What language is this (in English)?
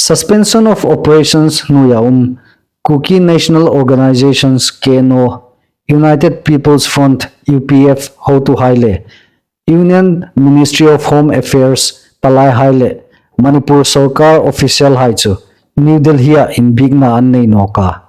Hmar